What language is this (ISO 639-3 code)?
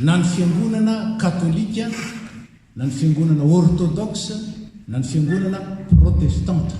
mlg